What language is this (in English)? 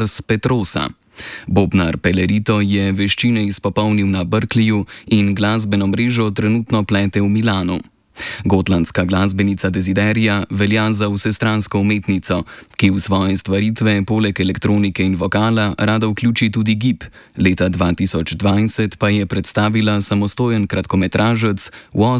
Slovenian